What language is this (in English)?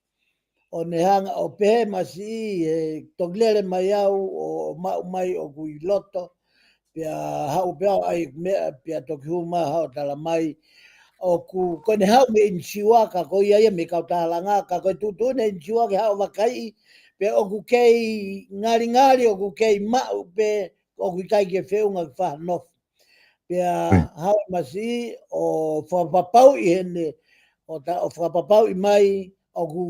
Tongan